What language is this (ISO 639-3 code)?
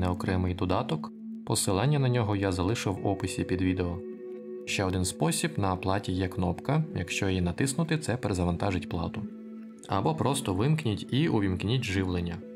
ukr